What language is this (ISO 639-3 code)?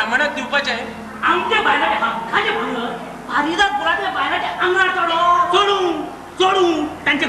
kok